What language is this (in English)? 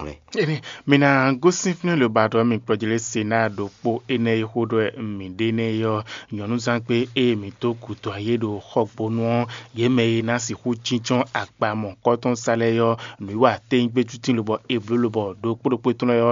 Fon